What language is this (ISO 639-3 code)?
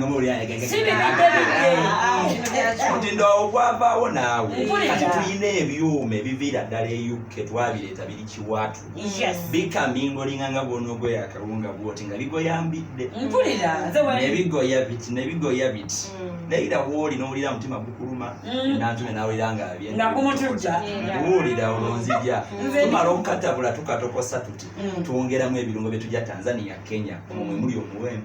lug